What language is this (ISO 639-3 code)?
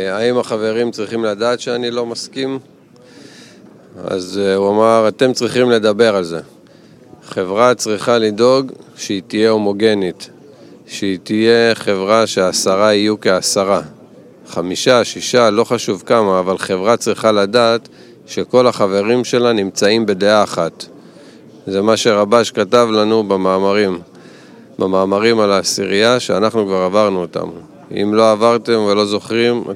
heb